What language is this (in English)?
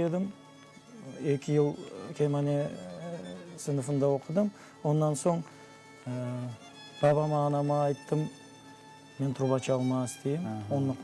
Crimean Tatar